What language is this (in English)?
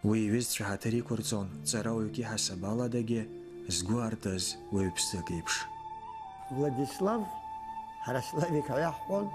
Abkhazian